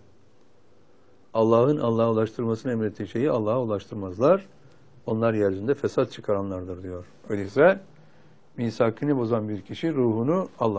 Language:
Turkish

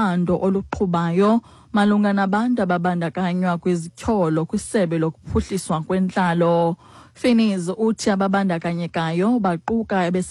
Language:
Xhosa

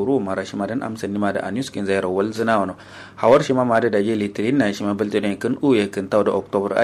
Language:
Kanuri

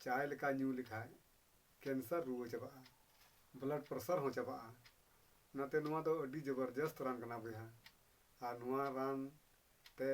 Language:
Santali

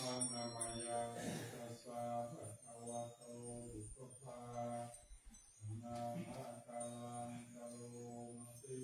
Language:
Pali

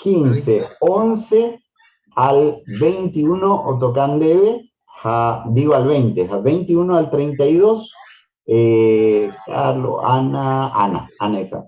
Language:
Guarani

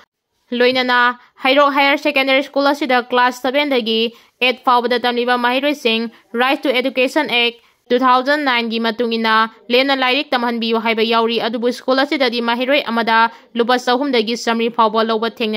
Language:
Manipuri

